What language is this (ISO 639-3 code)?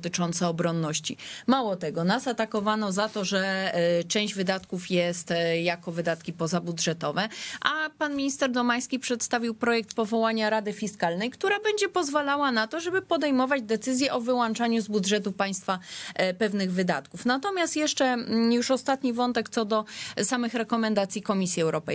pol